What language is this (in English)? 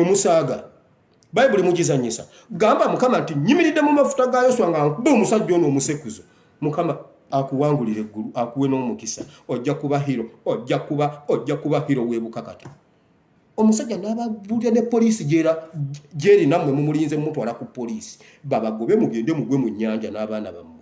Ganda